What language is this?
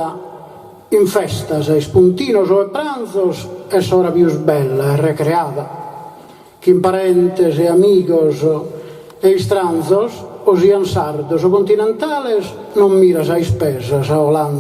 Sardinian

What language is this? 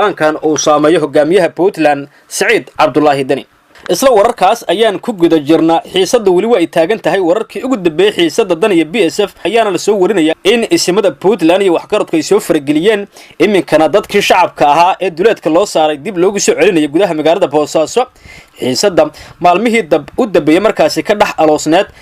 Somali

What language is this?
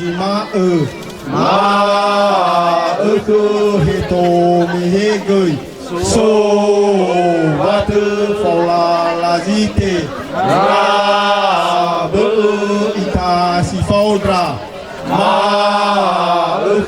Nias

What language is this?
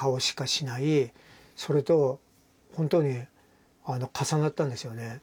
Japanese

